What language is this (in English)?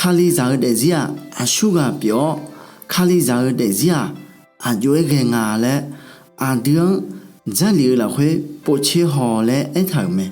Akha